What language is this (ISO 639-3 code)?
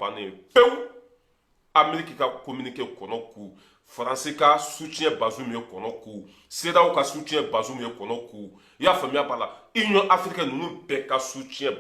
bam